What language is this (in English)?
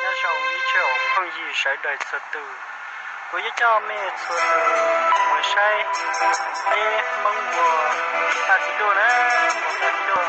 Hmong